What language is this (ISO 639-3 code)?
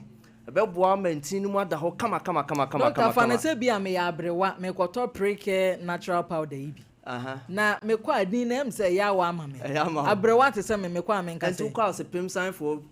aka